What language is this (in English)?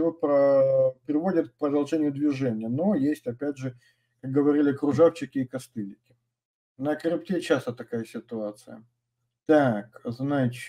Russian